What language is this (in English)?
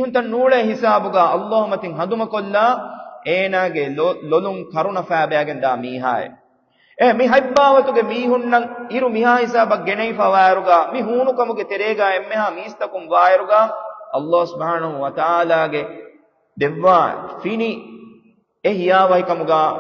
Divehi